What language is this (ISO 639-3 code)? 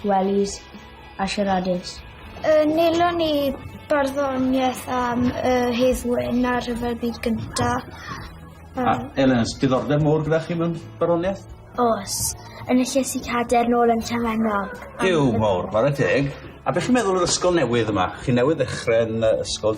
cym